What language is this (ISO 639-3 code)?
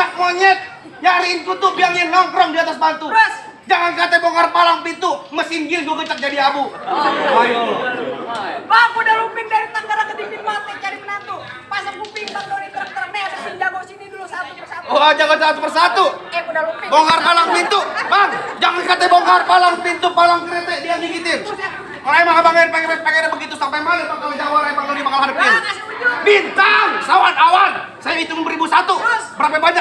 bew